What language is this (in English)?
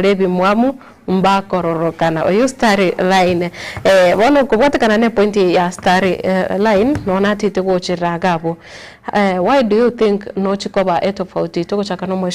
Gusii